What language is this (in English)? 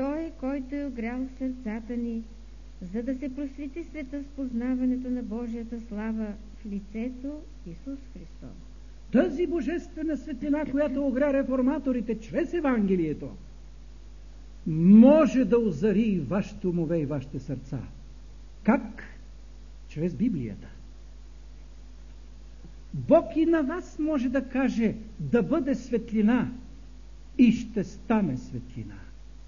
Bulgarian